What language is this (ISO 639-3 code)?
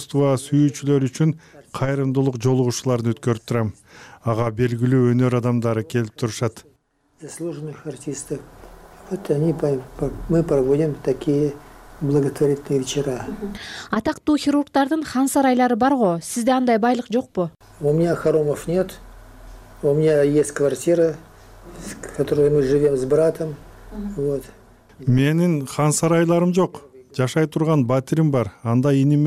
kir